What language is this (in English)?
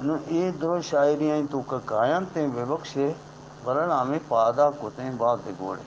Eastern Balochi